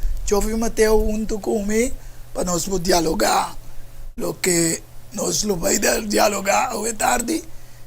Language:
Papiamento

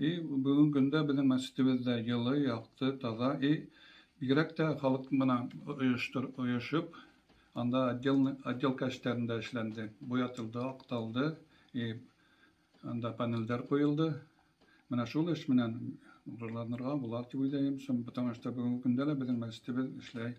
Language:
Bashkir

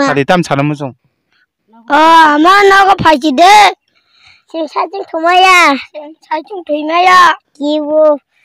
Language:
Kok Borok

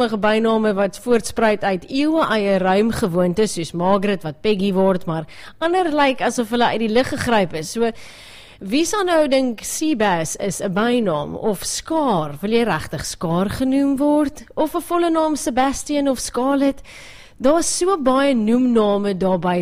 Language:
Afrikaans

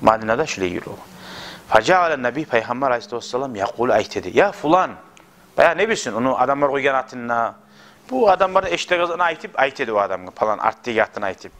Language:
Kumyk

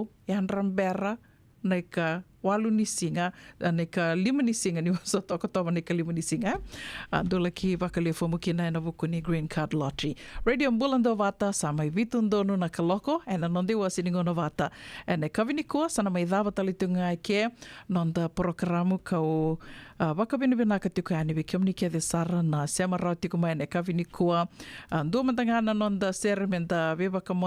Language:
Fijian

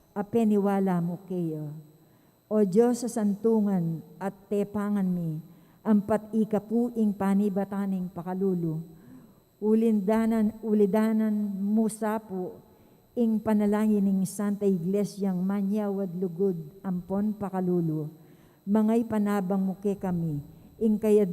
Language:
Pampanga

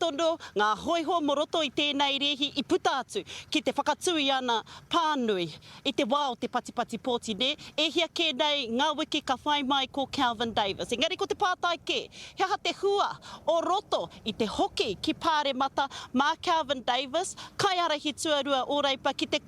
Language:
Māori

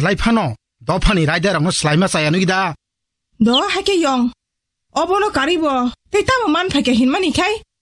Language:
Kok Borok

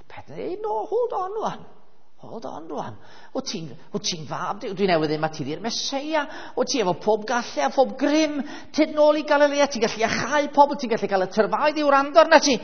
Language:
Welsh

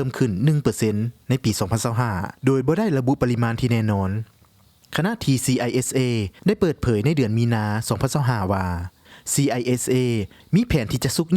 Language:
Lao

